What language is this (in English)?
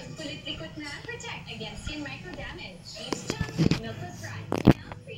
Filipino